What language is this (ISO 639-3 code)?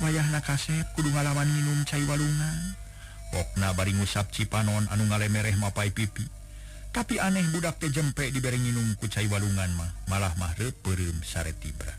sun